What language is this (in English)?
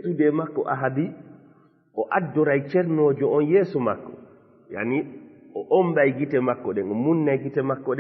Fula